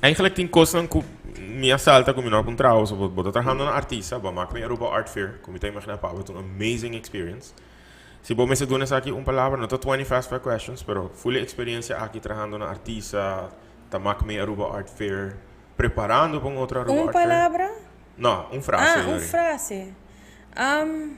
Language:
Papiamento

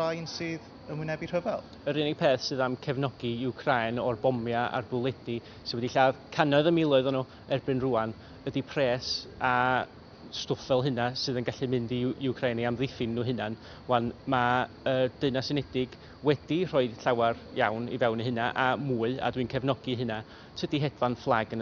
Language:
Welsh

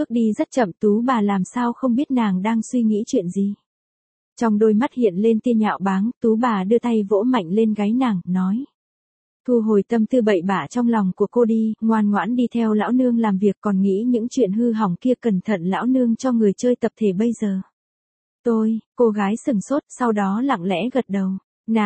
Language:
Vietnamese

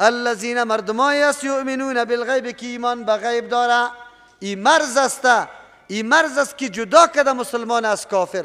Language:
Persian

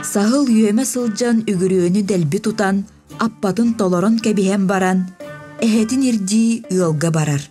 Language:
Yakut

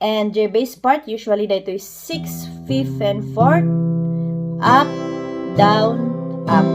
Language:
Kankanaey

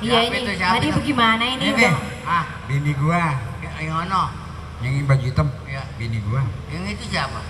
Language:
Betawi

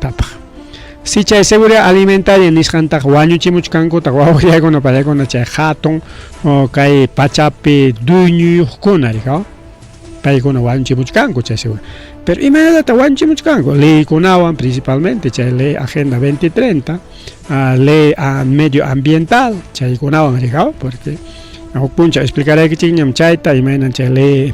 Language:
Ayacucho Quechua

